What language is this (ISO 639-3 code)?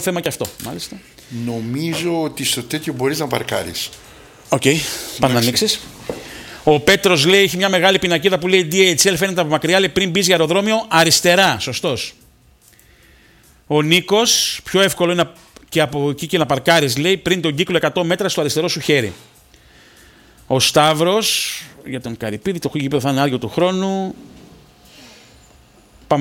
ell